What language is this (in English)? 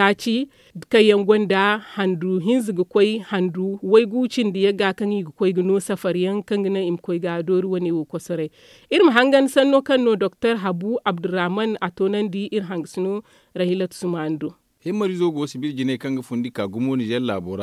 Zarma